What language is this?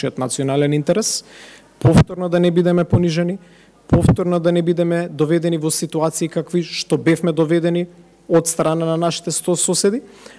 Macedonian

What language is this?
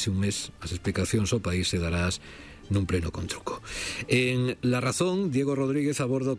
Galician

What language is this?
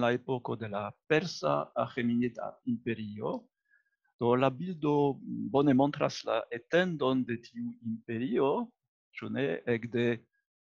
Esperanto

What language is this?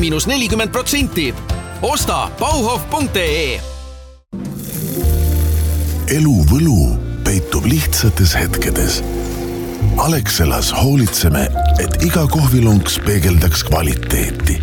Estonian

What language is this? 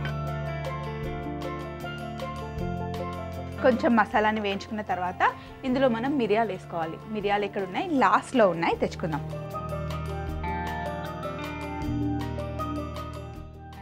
Telugu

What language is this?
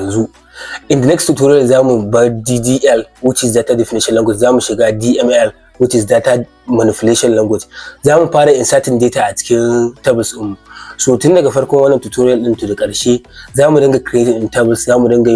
Hausa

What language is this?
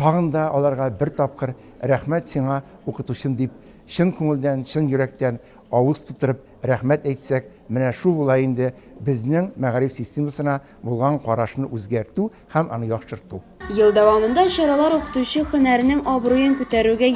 Tatar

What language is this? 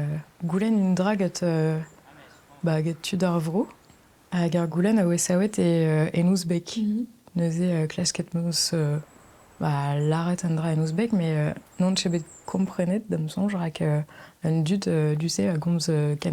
Breton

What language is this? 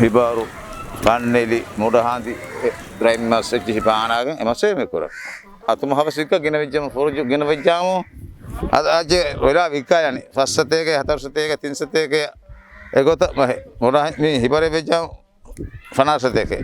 Divehi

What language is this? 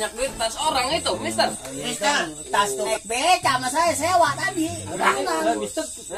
Betawi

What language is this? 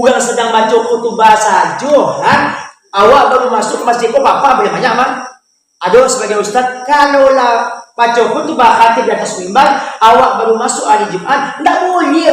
Minangkabau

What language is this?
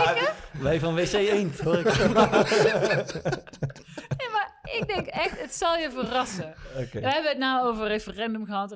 Dutch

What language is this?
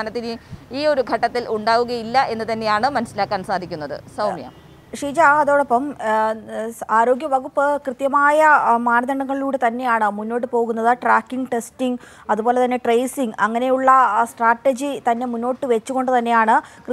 Malayalam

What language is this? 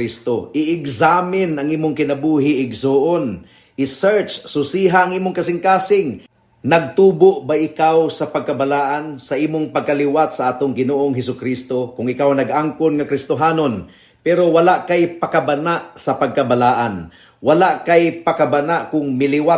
Cebuano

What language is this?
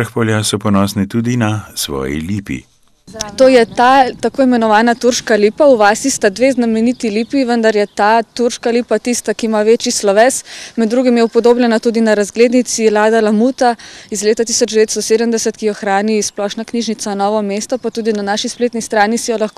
Slovenian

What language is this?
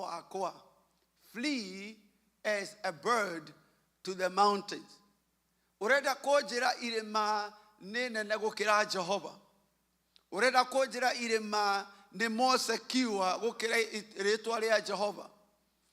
Kikuyu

